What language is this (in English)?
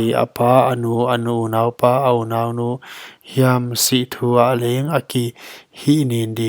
Paite Chin